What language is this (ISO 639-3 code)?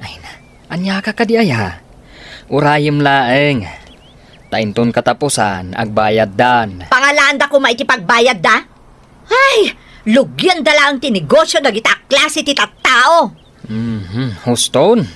ilo